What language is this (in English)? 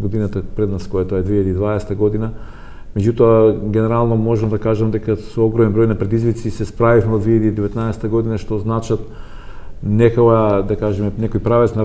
Macedonian